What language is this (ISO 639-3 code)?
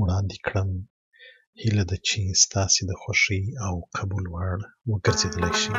pus